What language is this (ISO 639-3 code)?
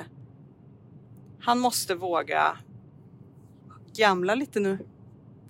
swe